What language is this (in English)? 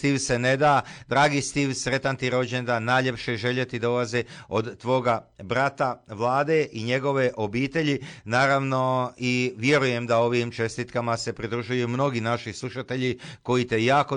Croatian